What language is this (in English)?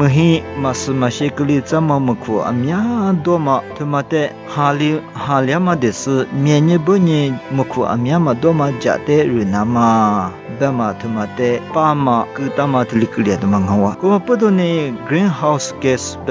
Lisu